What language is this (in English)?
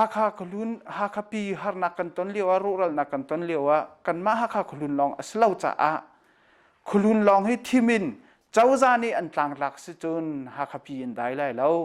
Hakha Chin